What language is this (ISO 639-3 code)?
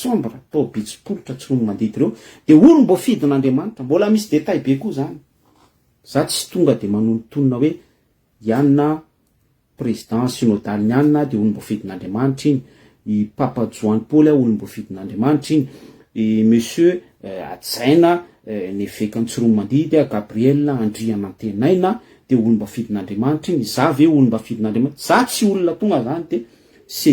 mlg